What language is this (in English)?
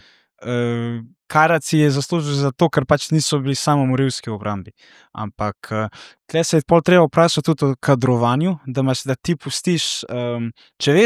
Slovenian